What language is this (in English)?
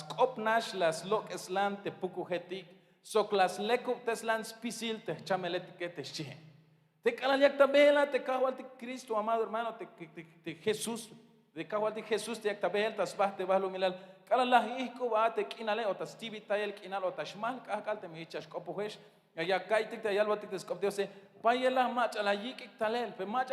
Tzeltal